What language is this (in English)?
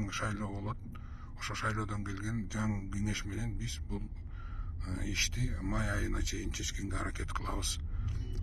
Kyrgyz